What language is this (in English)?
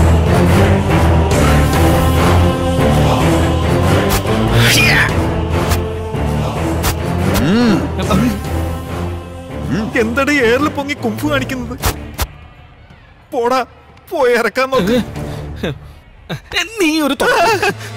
Malayalam